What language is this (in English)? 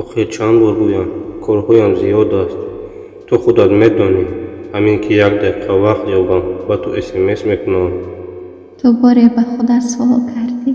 Tajik